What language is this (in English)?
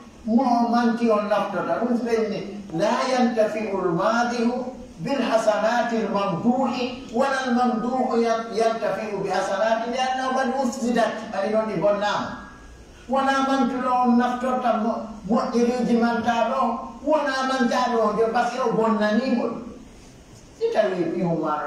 Pular